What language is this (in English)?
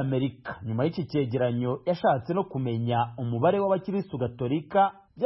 Kinyarwanda